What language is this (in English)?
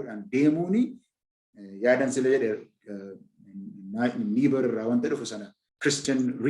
Oromo